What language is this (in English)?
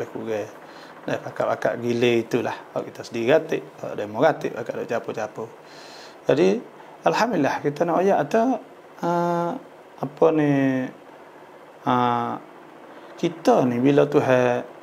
Malay